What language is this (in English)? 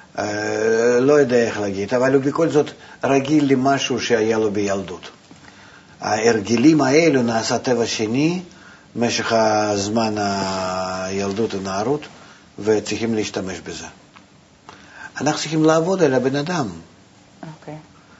Hebrew